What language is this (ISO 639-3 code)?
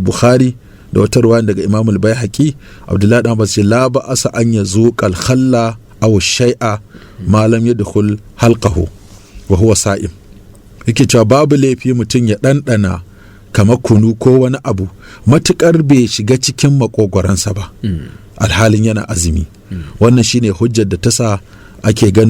hau